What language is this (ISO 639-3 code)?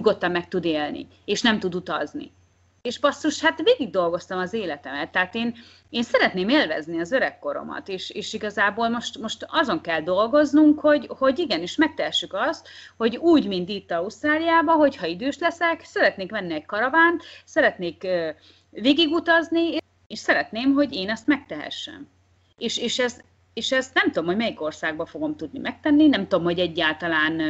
hun